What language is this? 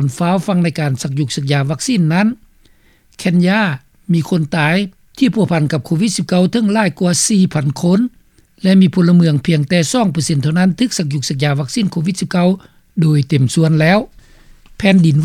Lao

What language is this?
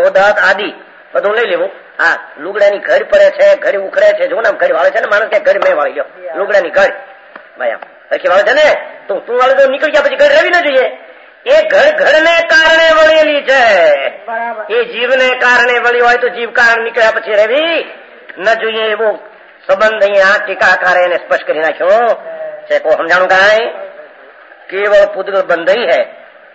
Gujarati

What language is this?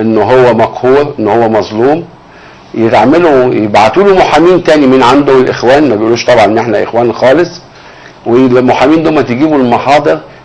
Egyptian Arabic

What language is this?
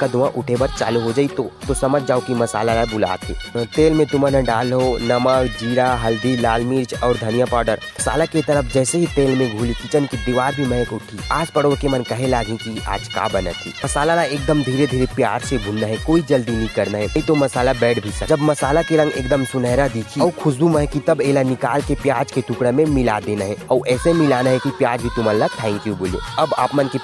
Chhattisgarhi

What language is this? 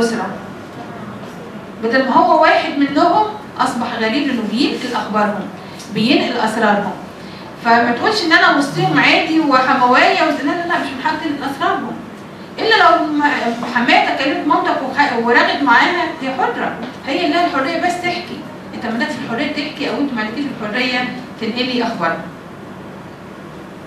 Egyptian Arabic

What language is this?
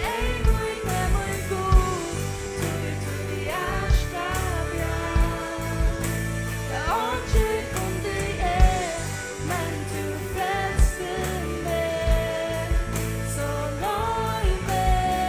Faroese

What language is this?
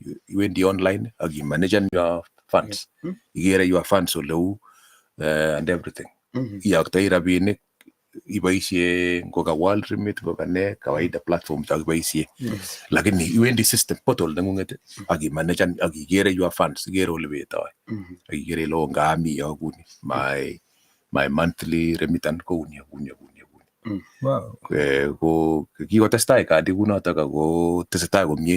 Kalenjin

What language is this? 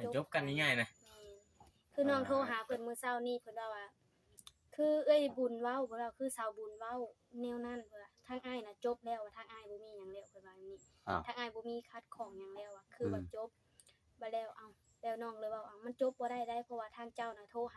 Northeastern Thai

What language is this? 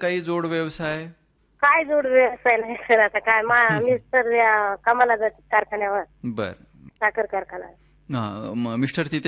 Marathi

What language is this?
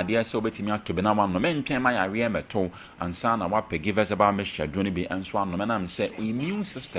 Akan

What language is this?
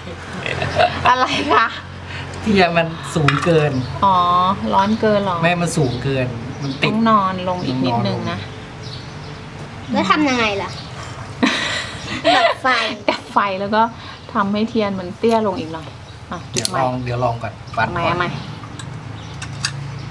Thai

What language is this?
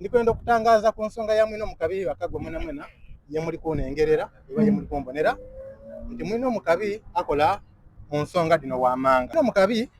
Soga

